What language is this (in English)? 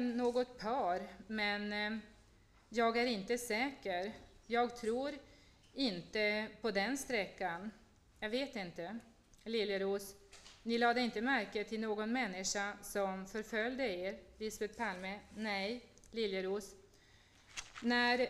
Swedish